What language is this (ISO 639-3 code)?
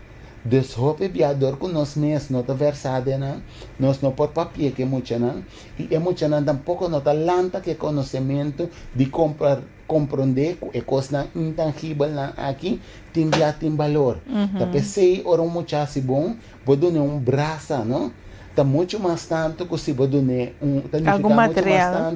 pap